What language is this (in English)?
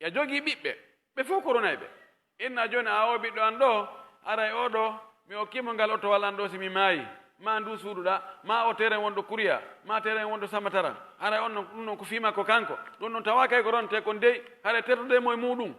Pular